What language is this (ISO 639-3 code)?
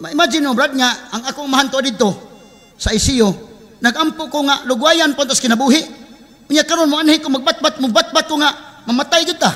ceb